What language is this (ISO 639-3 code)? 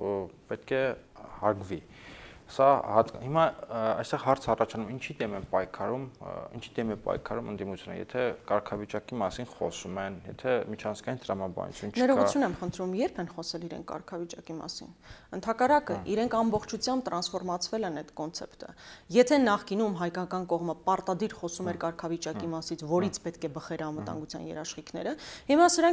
hye